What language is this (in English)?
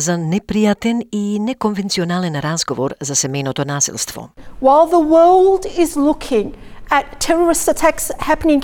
Macedonian